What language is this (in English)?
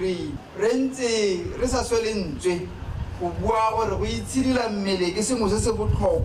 Tswana